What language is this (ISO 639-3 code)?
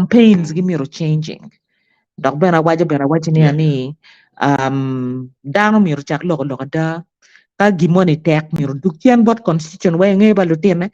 ach